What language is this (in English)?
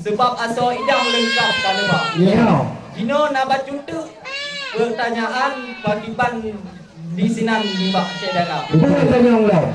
Achinese